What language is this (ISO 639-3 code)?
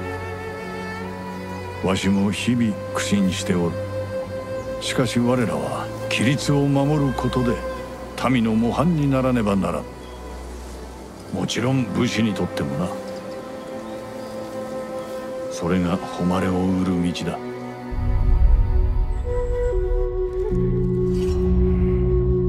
jpn